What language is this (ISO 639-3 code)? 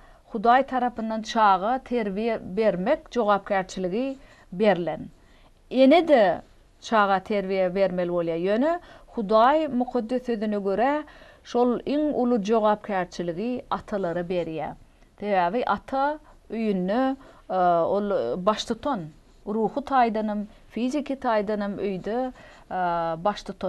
tuk